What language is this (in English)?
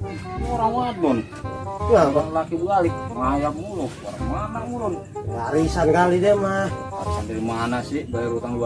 Betawi